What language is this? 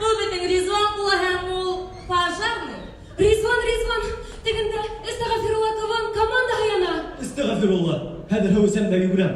Bashkir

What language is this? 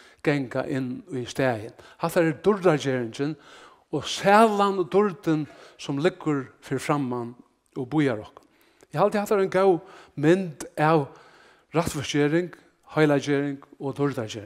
Faroese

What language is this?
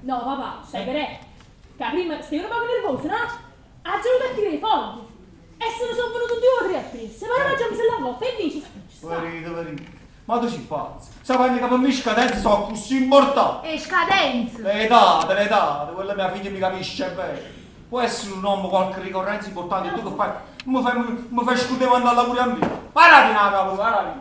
Neapolitan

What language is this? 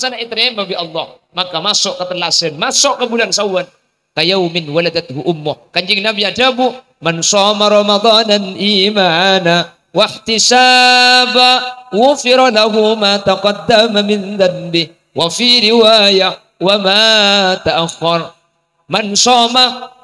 Madurese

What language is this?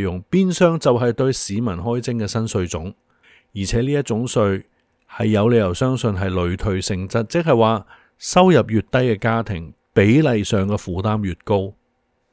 Cantonese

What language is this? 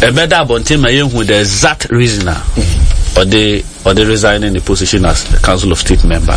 Akan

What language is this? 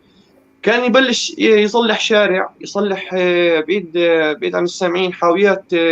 North Levantine Arabic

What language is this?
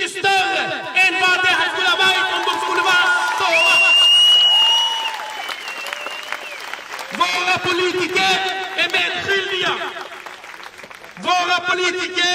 Swedish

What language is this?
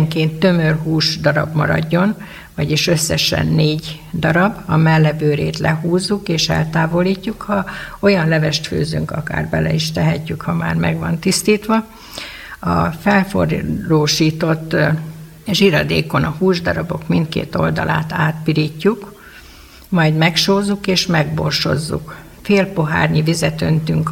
Hungarian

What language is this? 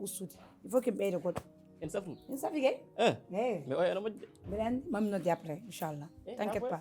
Fula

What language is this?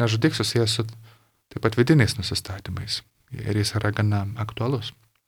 Lithuanian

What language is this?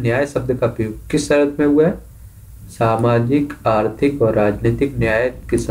Hindi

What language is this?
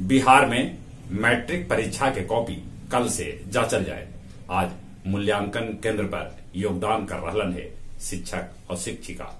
Magahi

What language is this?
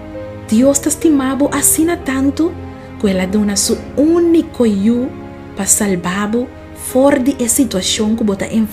Papiamento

